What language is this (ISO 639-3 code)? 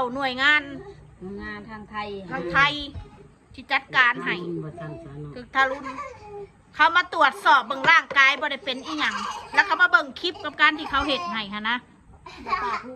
tts